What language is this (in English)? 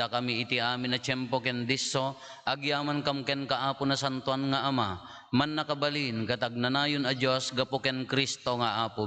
Iloko